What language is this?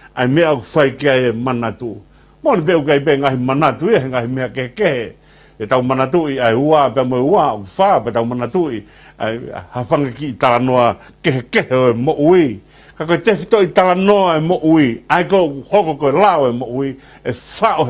Tongan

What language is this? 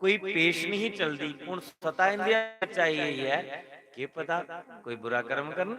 Dogri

